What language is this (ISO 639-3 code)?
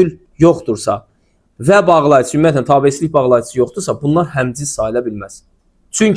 aze